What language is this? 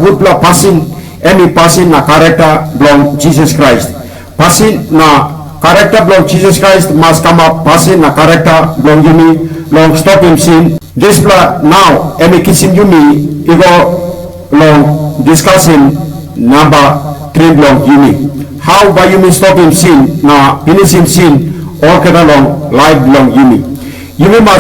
Tok Pisin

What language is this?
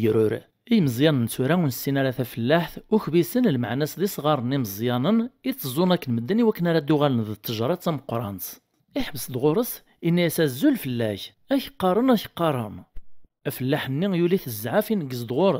Kabyle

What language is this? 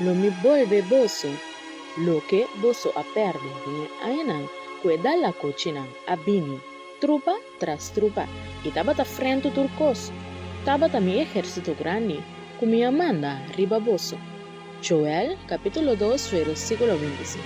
Papiamento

